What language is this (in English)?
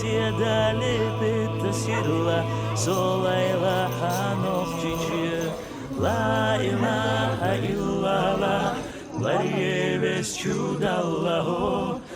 Chechen